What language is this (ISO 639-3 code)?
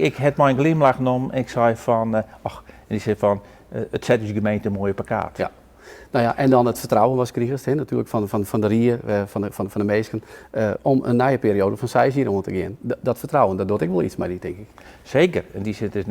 fry